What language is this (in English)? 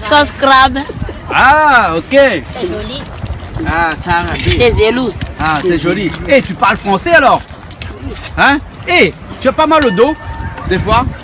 Réunion Creole French